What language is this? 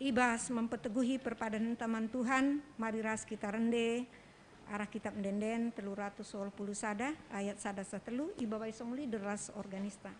Batak Karo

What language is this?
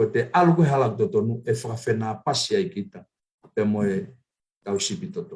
Tongan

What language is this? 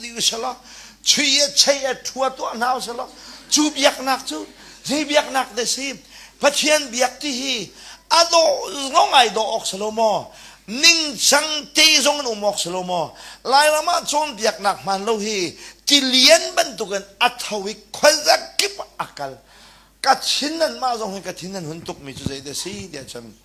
Hakha Chin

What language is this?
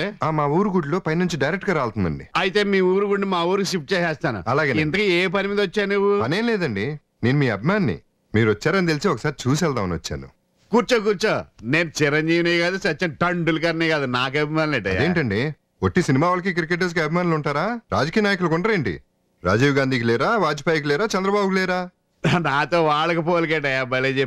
Telugu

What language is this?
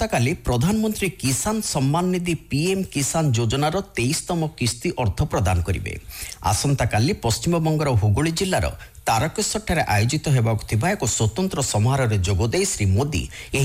Odia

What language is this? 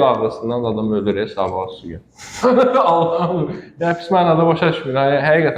Azerbaijani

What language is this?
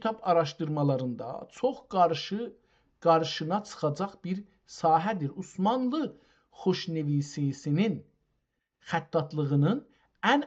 South Azerbaijani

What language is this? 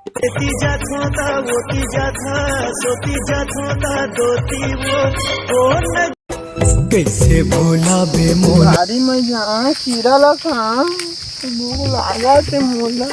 Chhattisgarhi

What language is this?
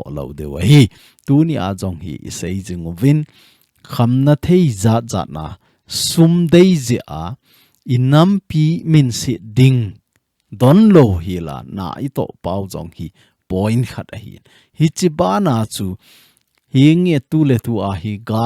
Thado Chin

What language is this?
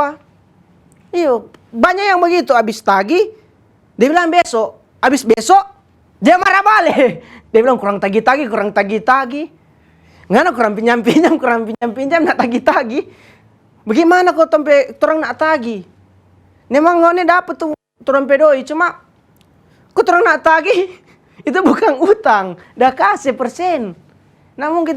Manado Malay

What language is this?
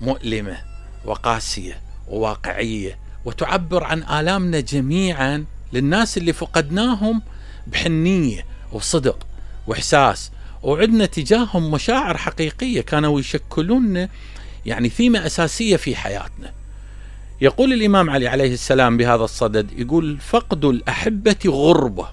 Mesopotamian Arabic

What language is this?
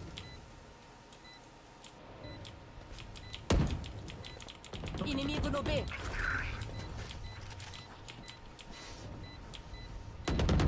Portuguese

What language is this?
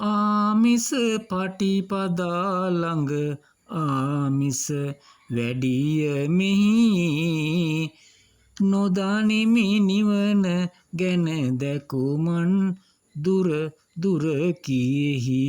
Sinhala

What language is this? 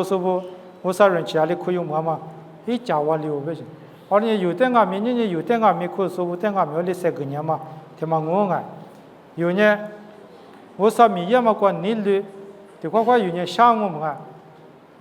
Lisu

